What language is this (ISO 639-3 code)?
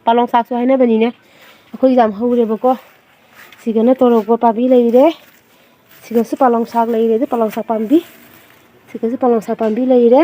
mni